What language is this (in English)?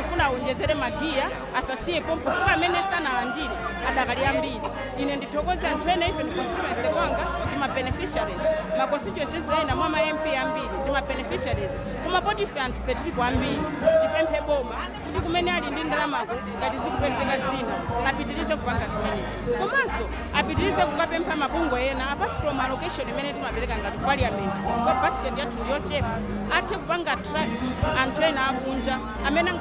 Nyanja